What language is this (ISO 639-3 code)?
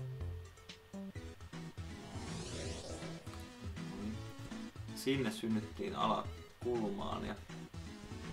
fin